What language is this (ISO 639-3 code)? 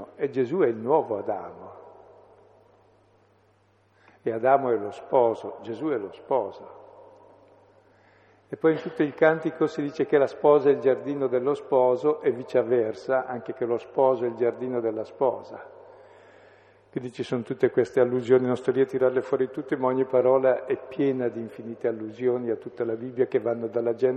ita